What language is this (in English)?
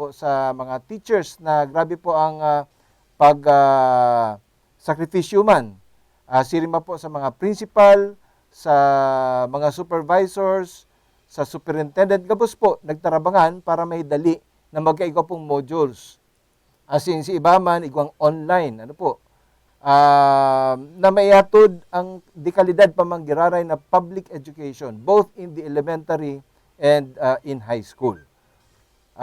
Bikol